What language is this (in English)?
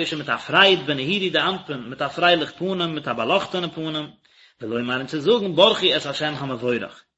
Yiddish